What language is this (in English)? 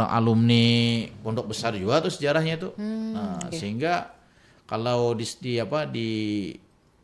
Banjar